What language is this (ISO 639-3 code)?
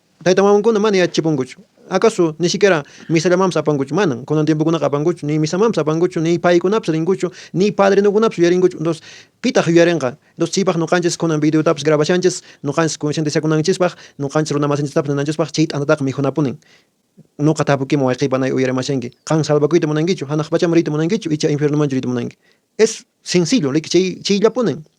que